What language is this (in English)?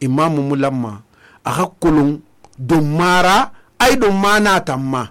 Susu